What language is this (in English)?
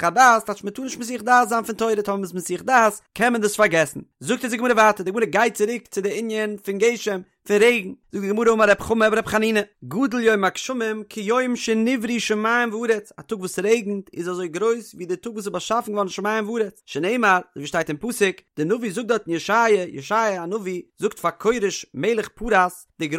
Yiddish